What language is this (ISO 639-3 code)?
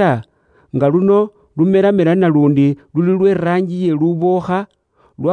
luy